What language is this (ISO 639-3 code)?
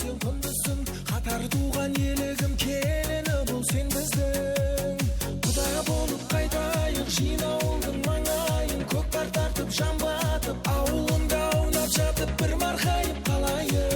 kaa